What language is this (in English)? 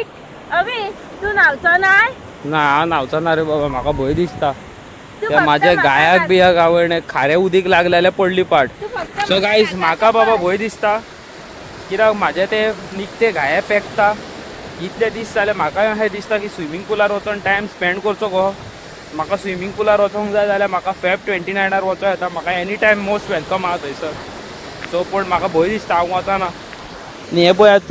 Konkani